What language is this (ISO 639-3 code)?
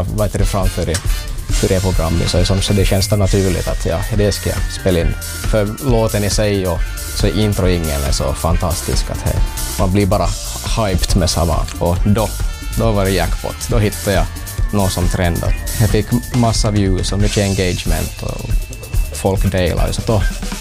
swe